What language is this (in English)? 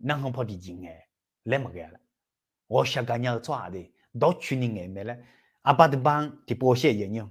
Akha